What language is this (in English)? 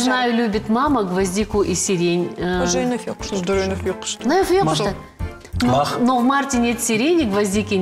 Ossetic